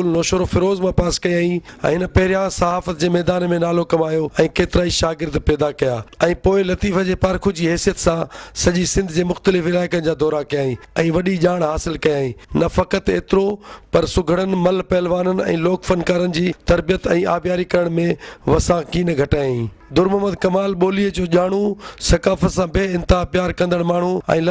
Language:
Sindhi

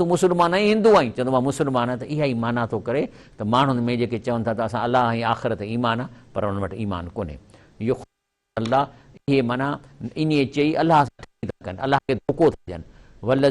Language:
Sindhi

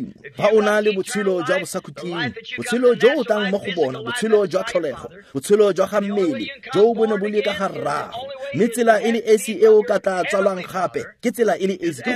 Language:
Tswana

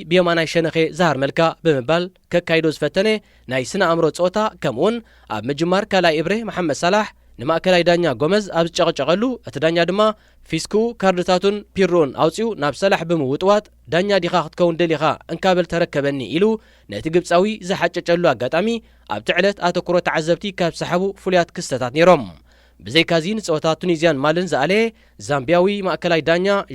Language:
Tigrinya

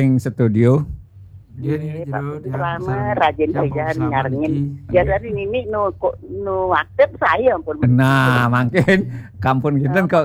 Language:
Balinese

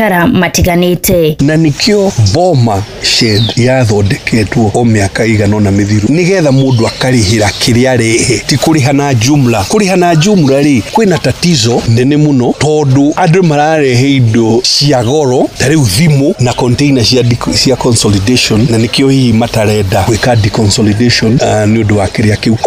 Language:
Kikuyu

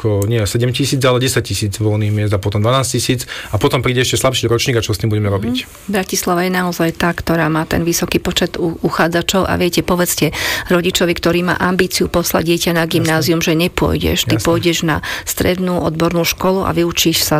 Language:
Slovak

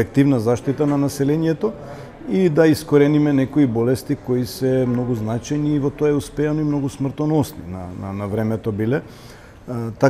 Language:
Macedonian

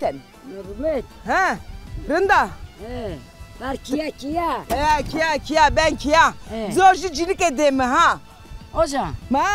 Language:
Zaza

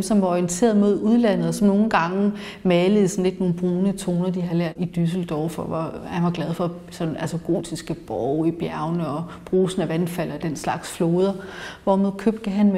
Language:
Danish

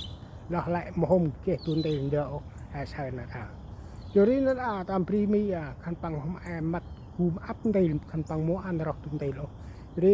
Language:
Central Mnong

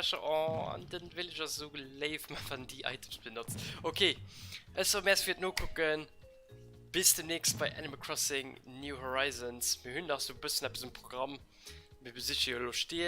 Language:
Luxembourgish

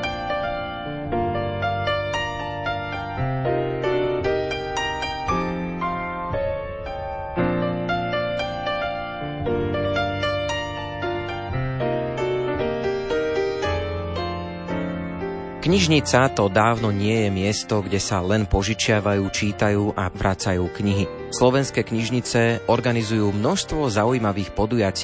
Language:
Slovak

